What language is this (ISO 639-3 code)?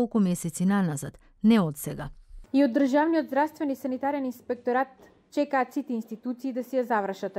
mkd